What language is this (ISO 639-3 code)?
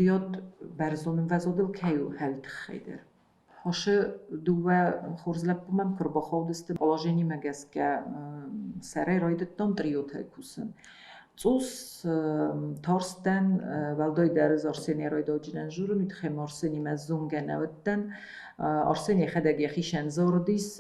oss